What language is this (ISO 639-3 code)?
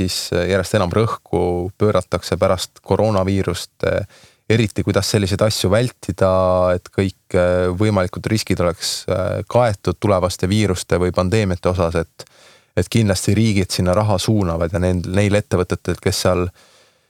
est